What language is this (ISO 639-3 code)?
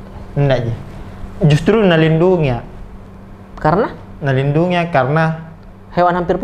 mfp